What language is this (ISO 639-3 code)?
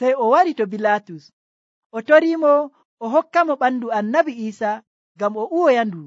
fuv